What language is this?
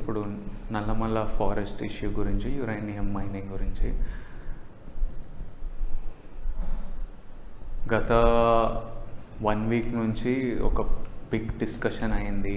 Telugu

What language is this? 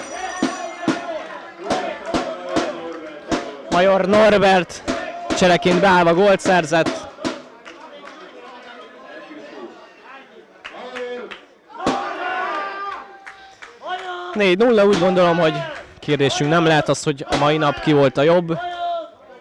Hungarian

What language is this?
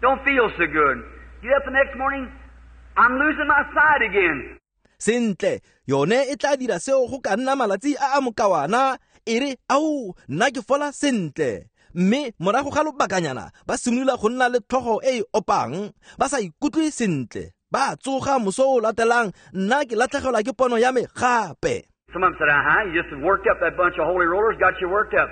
Tswana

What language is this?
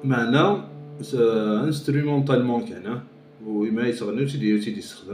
Kabyle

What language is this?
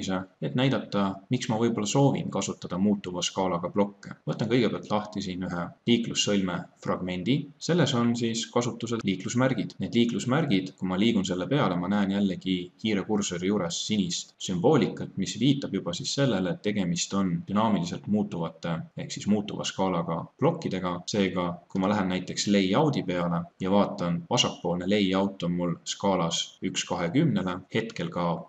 Estonian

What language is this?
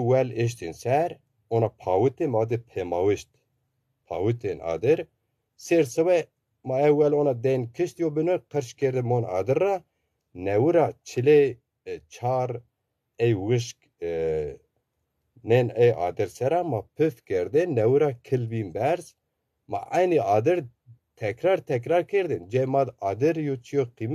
Zaza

